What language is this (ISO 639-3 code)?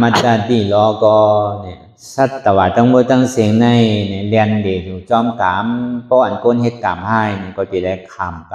shn